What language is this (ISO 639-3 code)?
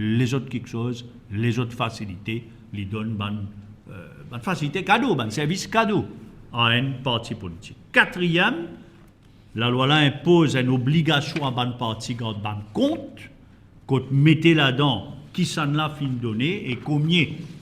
mfe